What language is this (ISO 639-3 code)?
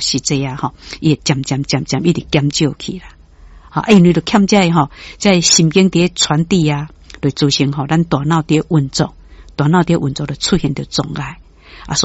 nan